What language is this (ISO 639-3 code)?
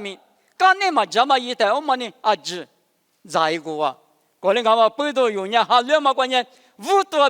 lis